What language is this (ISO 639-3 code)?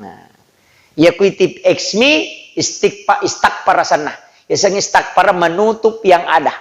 bug